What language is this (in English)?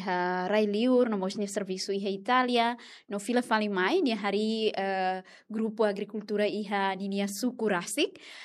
Tetum